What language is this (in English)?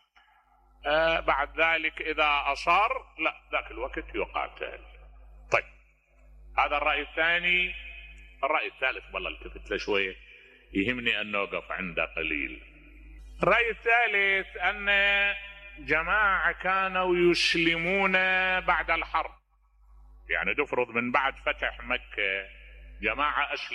Mesopotamian Arabic